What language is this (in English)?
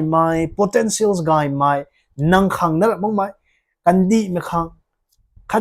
Rongmei Naga